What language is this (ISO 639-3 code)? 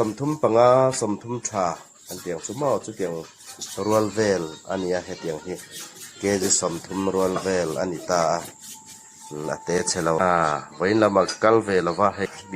hmr